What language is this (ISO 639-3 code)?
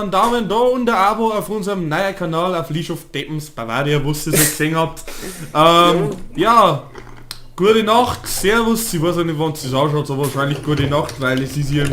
bar